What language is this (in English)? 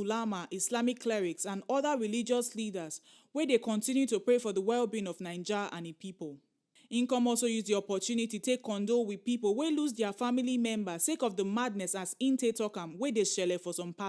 Nigerian Pidgin